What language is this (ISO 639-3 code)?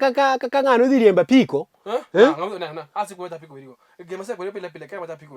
luo